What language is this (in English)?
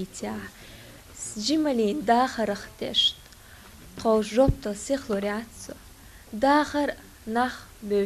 Chechen